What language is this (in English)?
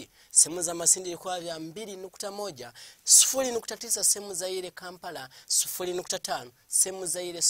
Swahili